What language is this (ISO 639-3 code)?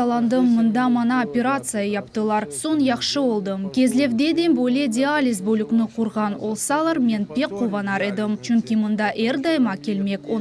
crh